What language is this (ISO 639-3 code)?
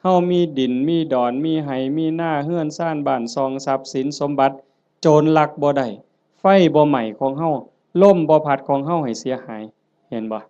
lao